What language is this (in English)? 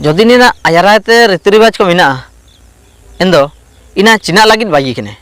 Ho